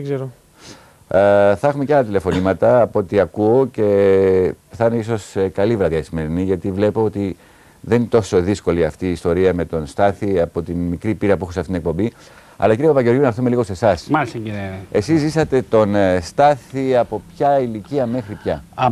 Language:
Greek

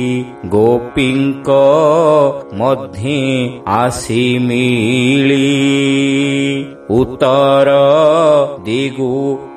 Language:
Odia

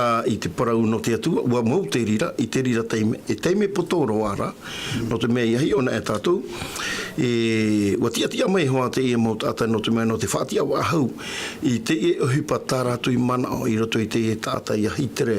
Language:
Tahitian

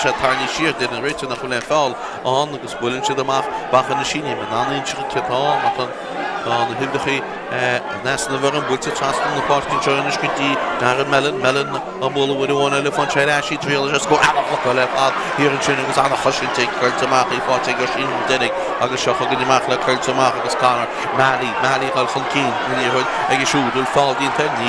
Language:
Irish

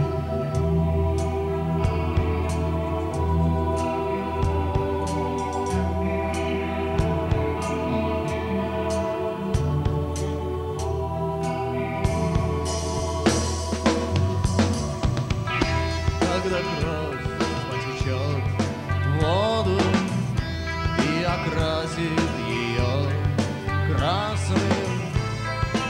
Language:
Russian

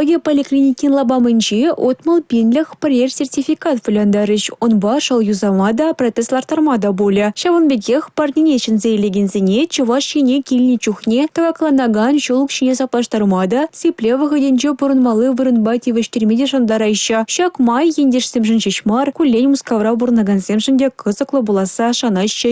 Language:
Chuvash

